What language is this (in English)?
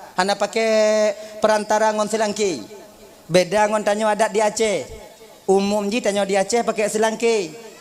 Achinese